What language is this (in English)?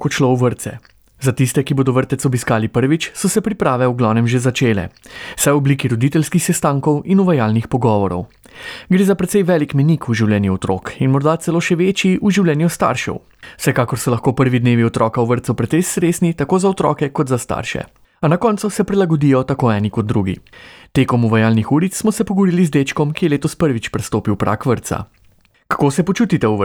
Slovenian